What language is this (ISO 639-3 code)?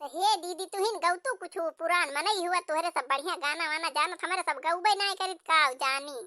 awa